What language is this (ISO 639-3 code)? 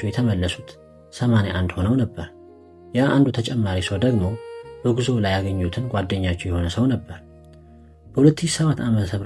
amh